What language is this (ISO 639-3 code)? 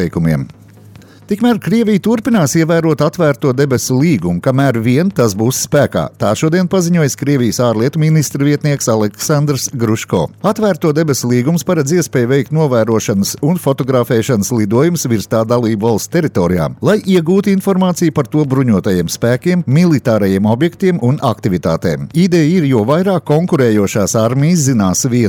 lav